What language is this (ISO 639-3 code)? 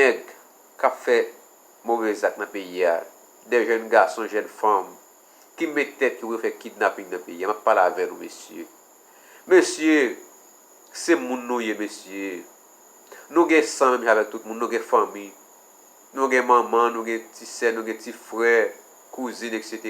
hat